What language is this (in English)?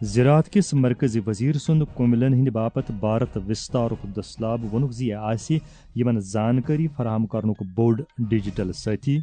Kashmiri